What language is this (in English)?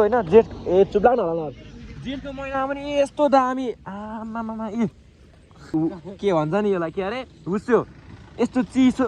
Nepali